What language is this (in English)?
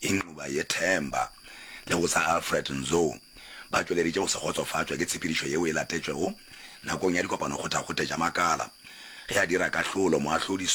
Northern Sotho